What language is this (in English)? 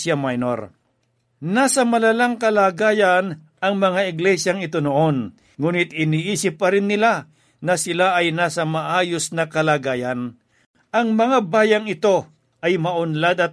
Filipino